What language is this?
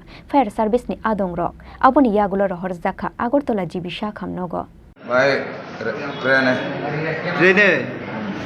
Kok Borok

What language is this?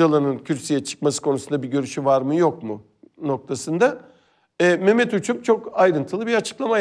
Turkish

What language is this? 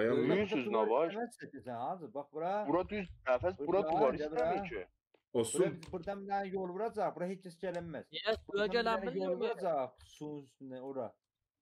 South Azerbaijani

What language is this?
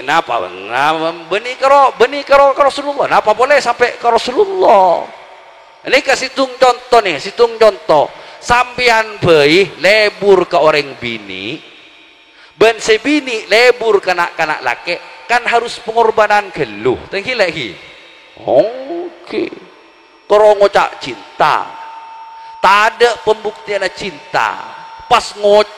Madurese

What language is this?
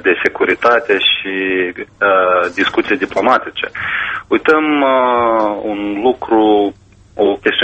Romanian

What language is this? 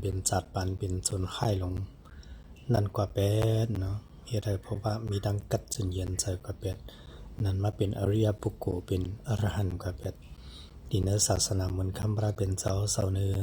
Shan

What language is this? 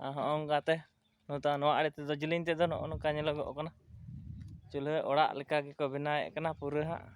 Santali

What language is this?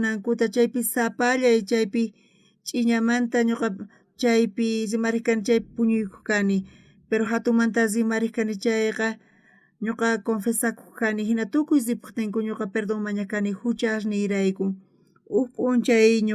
South Bolivian Quechua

